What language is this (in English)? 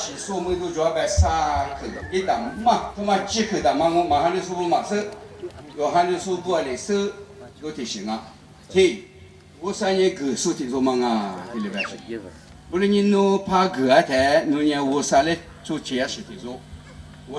Lisu